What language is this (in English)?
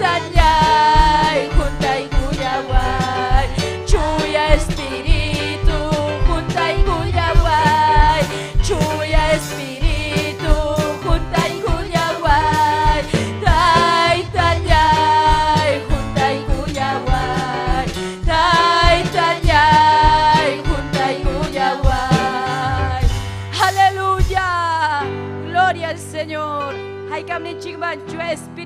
Ayacucho Quechua